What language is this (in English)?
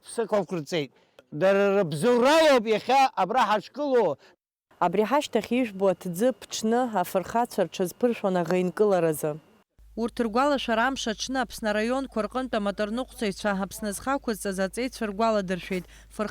Abkhazian